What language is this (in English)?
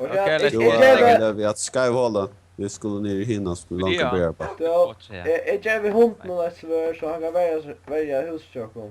Faroese